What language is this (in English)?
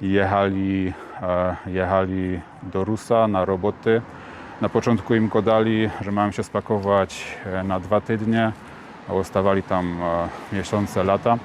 Silesian